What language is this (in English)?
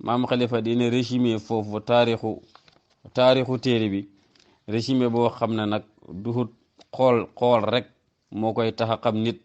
Wolof